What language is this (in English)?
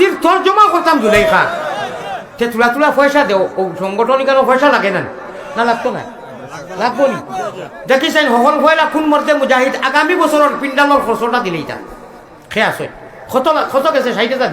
Sylheti